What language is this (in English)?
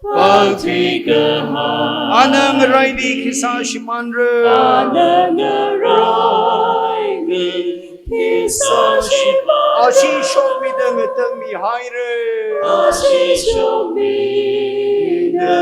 Tangkhul Naga (India)